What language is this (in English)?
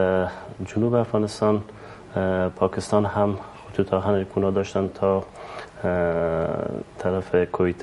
Persian